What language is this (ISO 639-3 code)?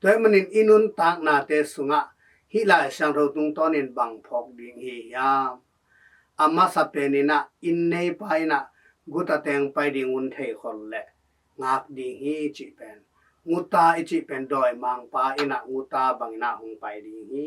ctd